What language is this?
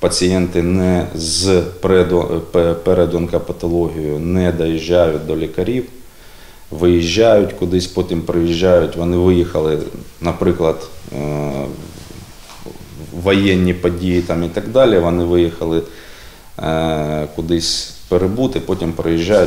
Ukrainian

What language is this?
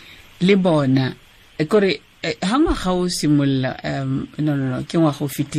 Tswana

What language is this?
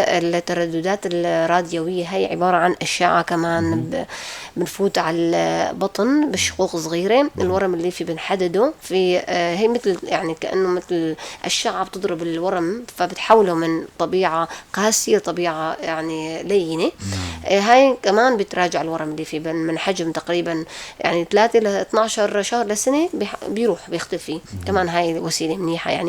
North Levantine Arabic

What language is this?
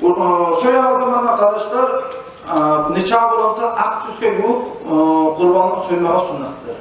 Kumyk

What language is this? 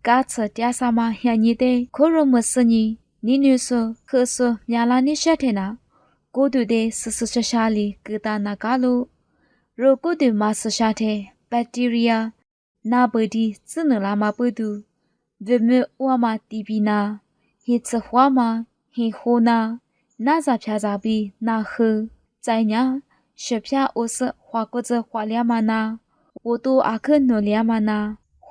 Lisu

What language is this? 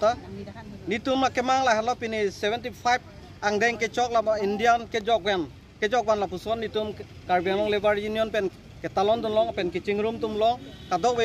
Karbi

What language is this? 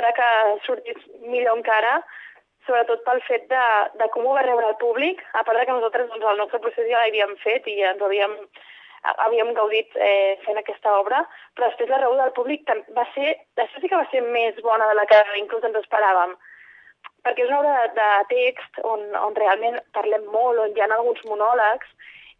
Catalan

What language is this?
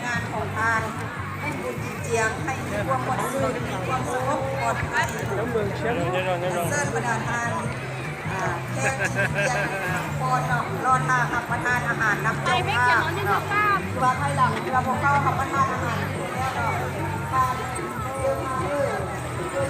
Lao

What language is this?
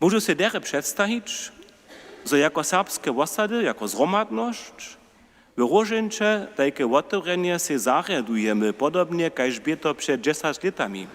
Upper Sorbian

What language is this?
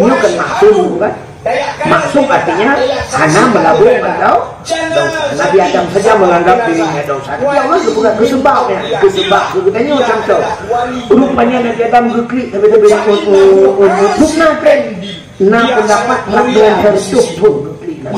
Achinese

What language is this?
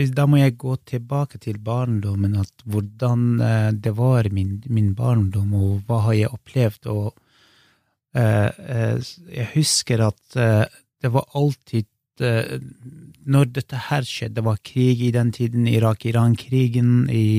Norwegian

